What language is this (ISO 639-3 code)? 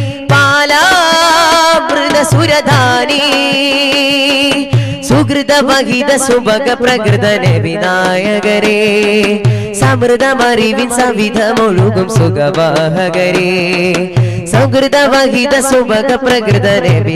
mal